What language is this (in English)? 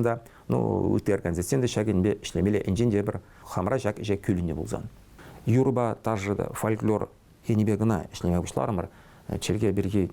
Chuvash